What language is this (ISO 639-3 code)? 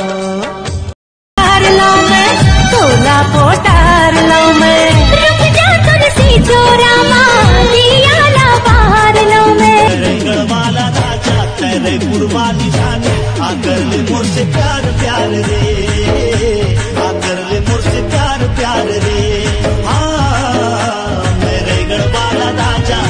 hne